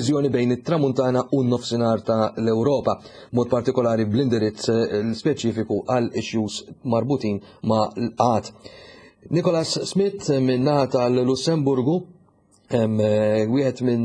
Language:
Maltese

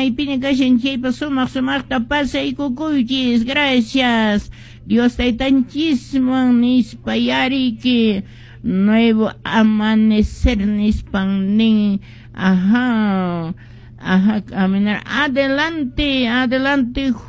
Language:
Quechua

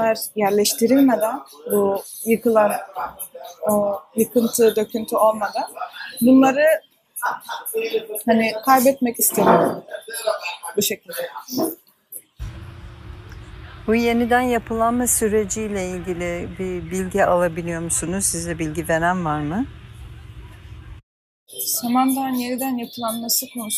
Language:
Turkish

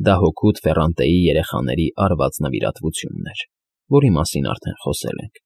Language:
Armenian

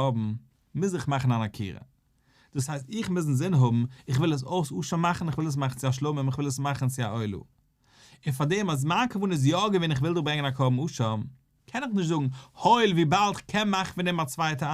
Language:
Yiddish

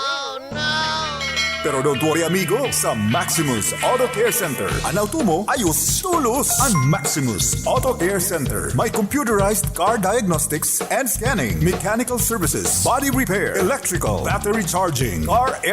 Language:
Bikol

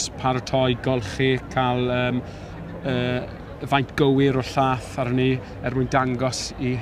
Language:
Welsh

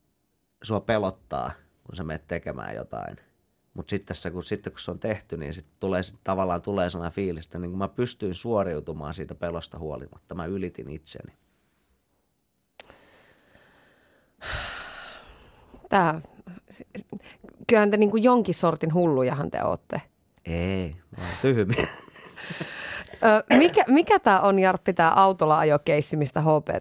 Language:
Finnish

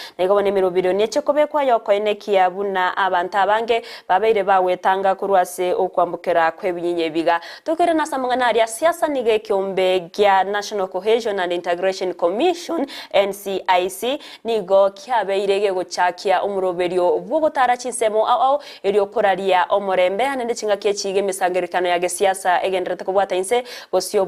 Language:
Gusii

